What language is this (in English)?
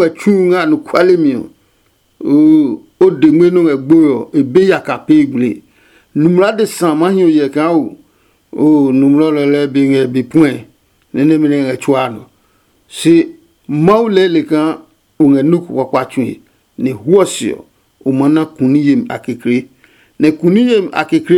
Adangme